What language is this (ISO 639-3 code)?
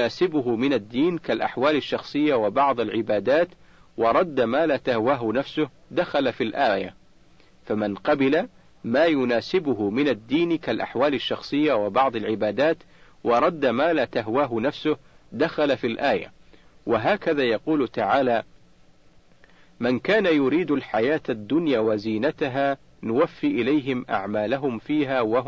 ara